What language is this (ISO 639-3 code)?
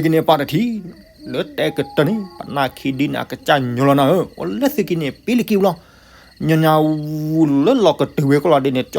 ksw